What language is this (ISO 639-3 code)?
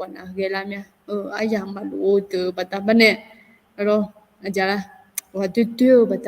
ahk